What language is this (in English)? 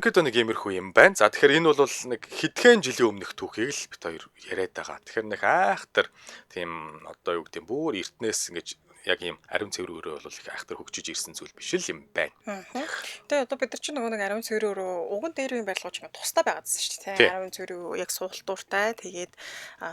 Mongolian